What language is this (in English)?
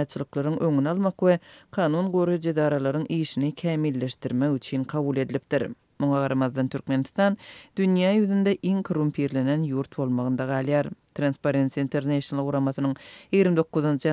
Turkmen